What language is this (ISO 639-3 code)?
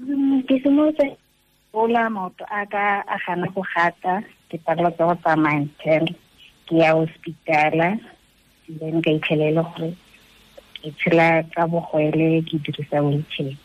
tsn